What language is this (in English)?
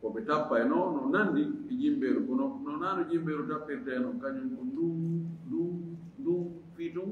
Fula